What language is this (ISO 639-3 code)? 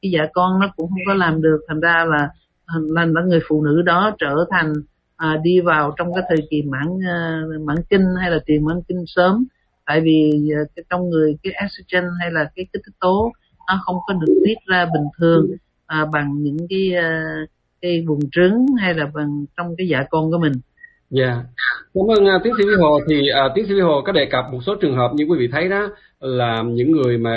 vie